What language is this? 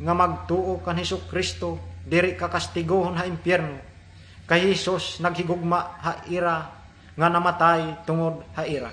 Waray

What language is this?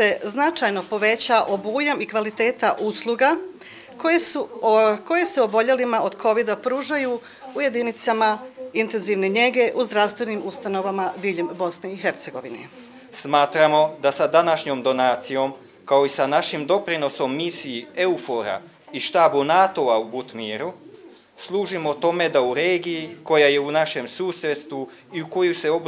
Bosnian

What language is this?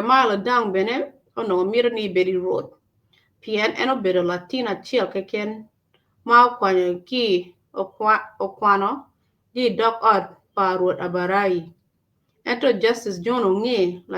Acoli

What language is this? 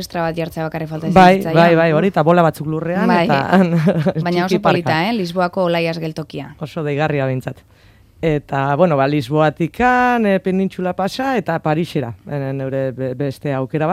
Basque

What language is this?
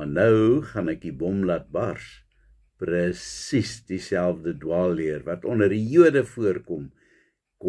Afrikaans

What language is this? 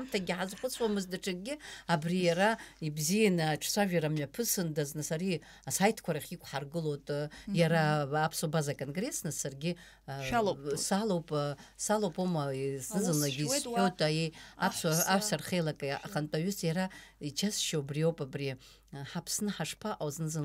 Abkhazian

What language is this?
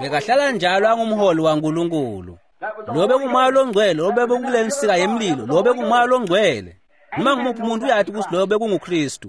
Swati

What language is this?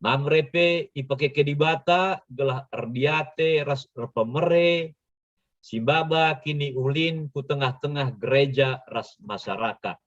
Batak Karo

